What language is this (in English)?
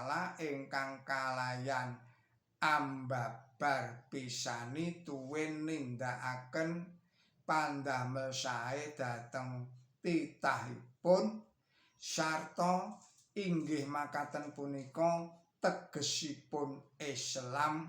Javanese